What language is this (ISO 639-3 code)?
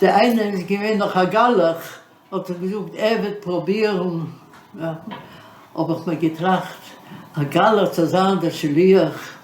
yid